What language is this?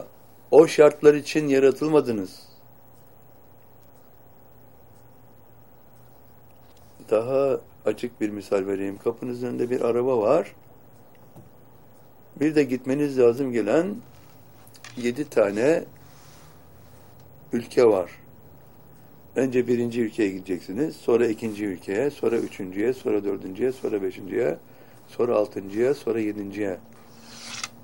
Turkish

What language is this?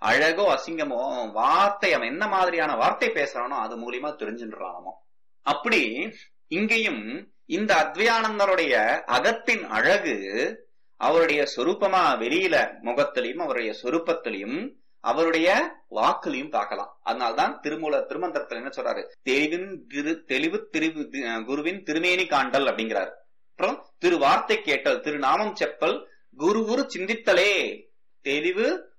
Tamil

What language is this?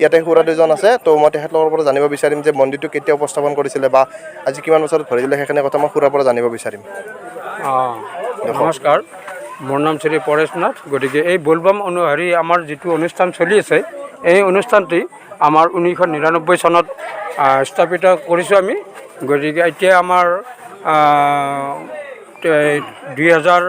Assamese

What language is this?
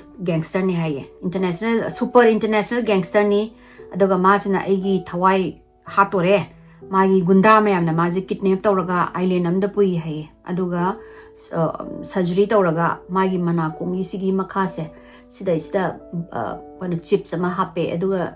Manipuri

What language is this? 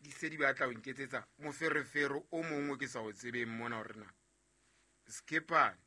Southern Sotho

